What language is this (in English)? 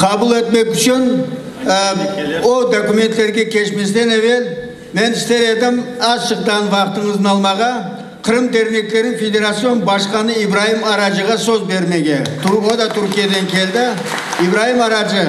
Crimean Tatar